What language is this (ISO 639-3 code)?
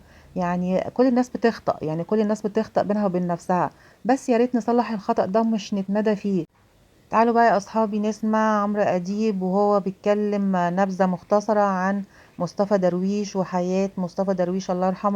arz